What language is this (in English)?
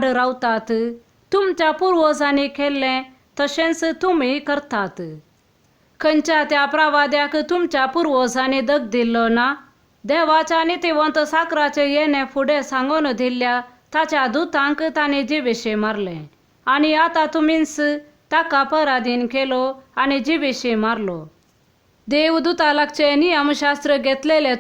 Konkani